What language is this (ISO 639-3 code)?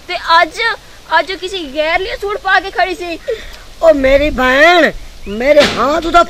pan